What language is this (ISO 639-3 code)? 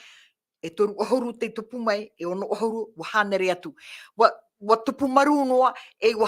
tah